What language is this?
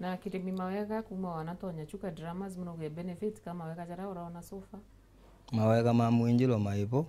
Meru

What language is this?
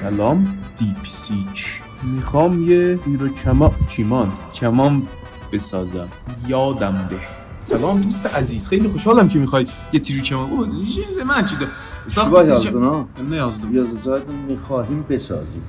South Azerbaijani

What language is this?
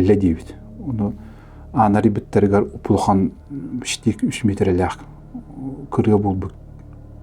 Yakut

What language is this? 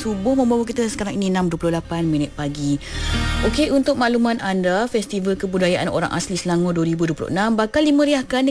Malay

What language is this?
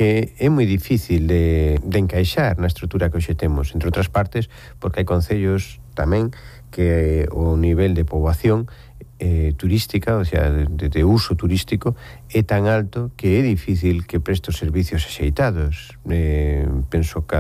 Galician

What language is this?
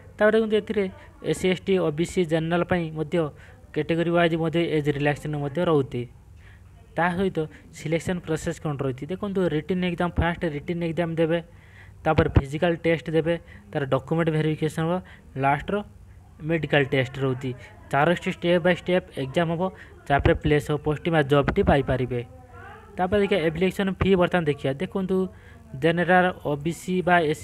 Odia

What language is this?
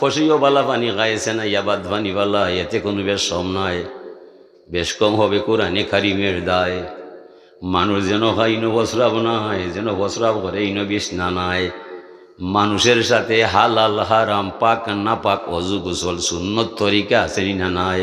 Sylheti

